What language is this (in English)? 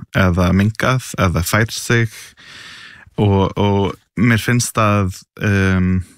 Icelandic